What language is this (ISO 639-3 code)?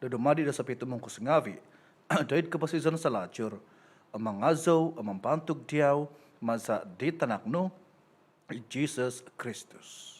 dtp